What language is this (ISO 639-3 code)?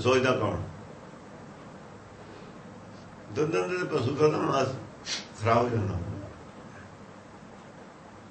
pan